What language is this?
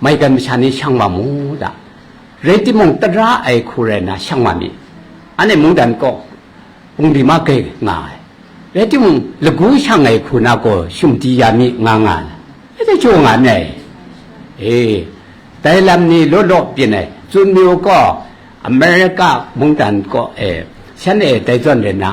Kachin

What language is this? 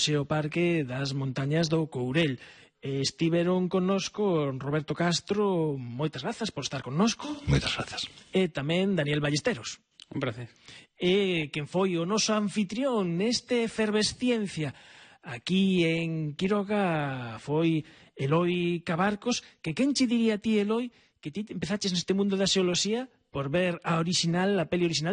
Galician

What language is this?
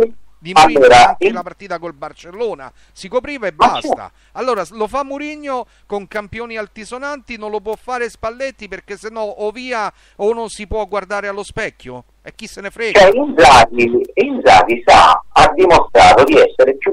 Italian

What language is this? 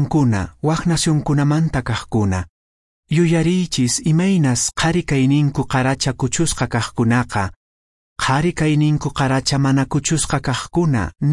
Quechua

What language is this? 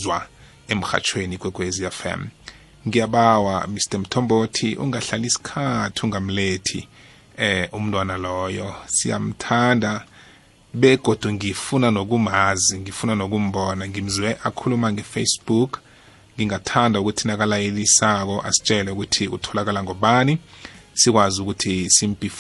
South Ndebele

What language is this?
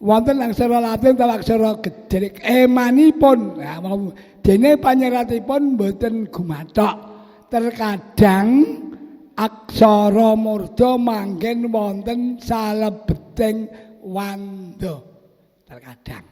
Javanese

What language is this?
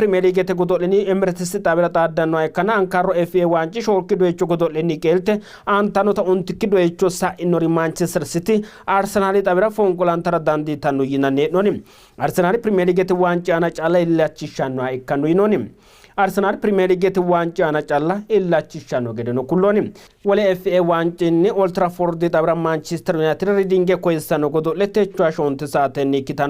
Sidamo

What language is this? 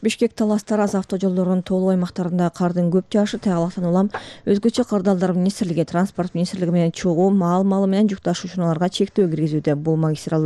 Kyrgyz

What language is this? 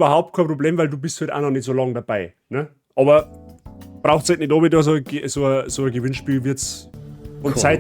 Bavarian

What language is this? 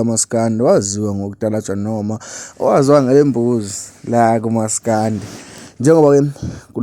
Zulu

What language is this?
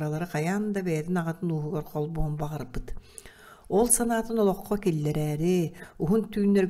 Yakut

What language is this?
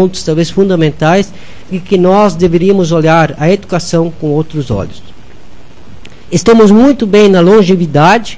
Portuguese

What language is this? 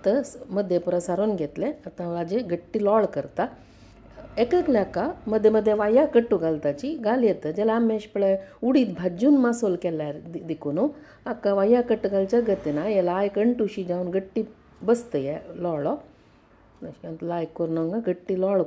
Konkani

